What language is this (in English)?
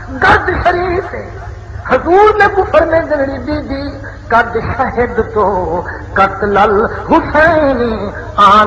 Saraiki